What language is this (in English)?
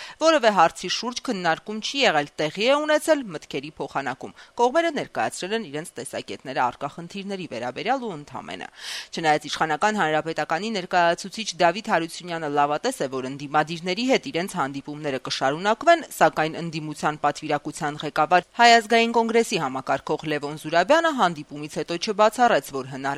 Armenian